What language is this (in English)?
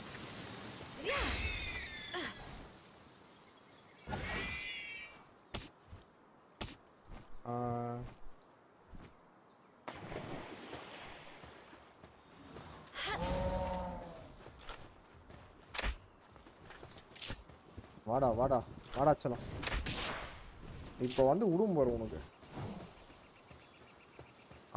Tamil